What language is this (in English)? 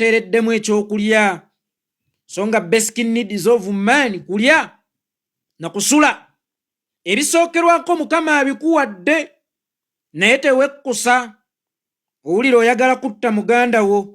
Ganda